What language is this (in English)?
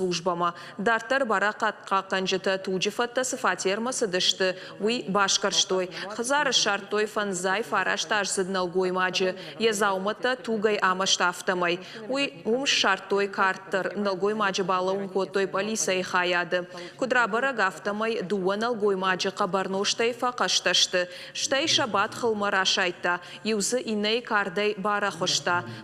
Ossetic